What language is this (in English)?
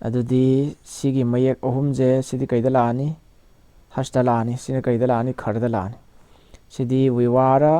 Manipuri